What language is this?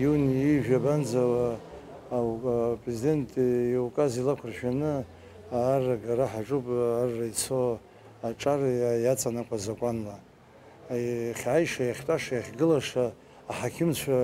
Abkhazian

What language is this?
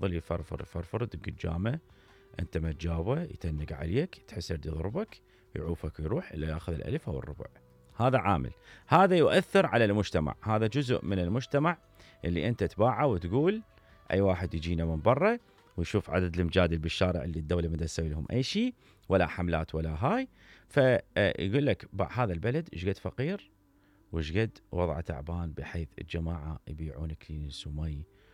Mesopotamian Arabic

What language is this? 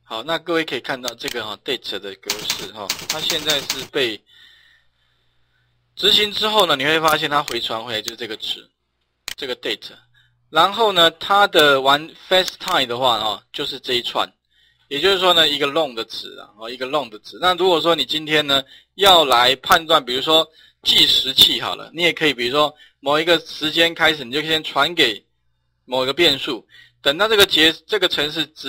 Chinese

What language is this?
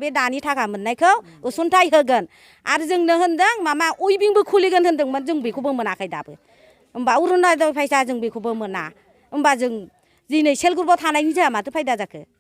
Bodo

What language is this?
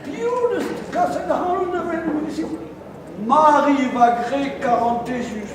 Breton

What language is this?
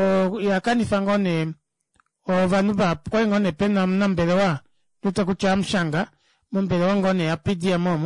Kuanyama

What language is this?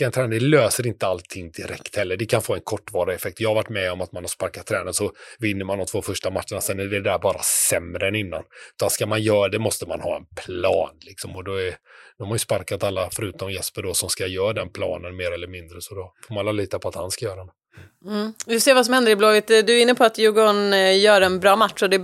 Swedish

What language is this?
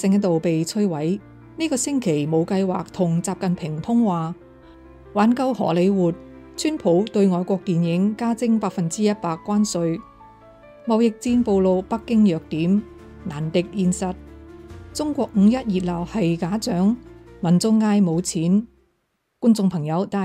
Cantonese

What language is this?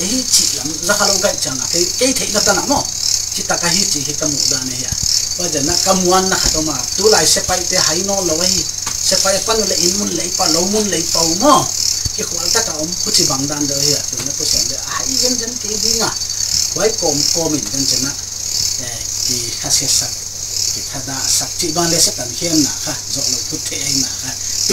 Paite Chin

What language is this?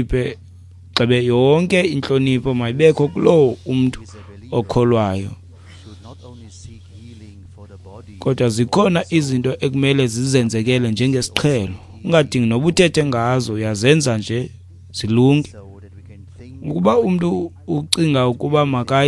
Xhosa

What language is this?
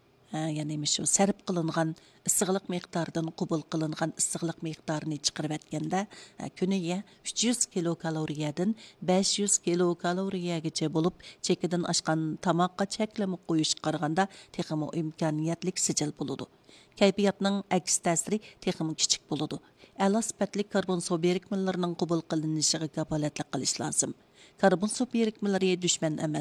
Uyghur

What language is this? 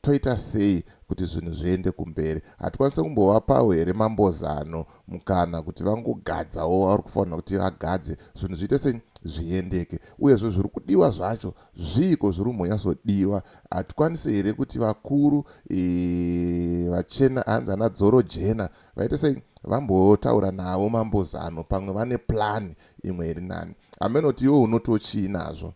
Shona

